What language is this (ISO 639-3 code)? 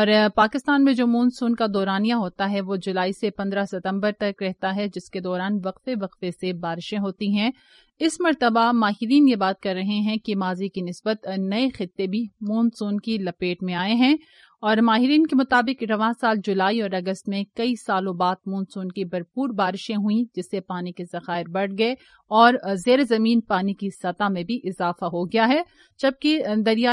urd